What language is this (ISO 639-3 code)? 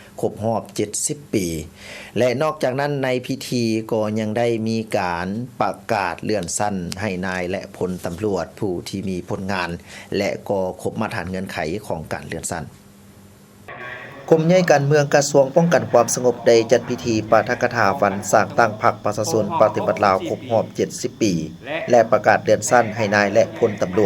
lao